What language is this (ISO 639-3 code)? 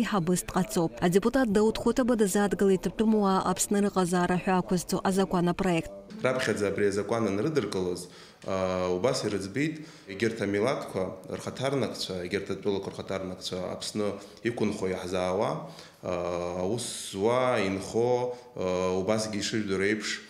abk